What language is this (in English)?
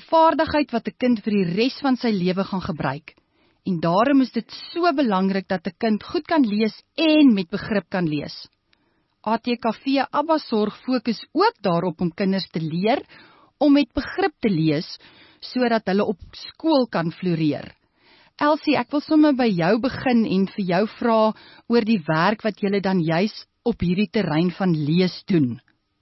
Afrikaans